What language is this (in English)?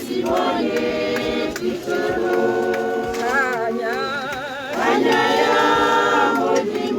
Tswana